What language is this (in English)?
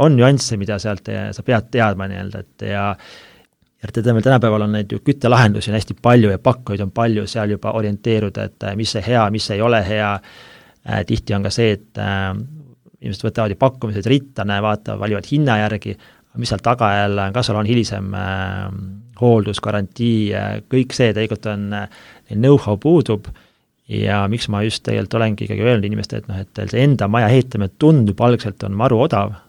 Estonian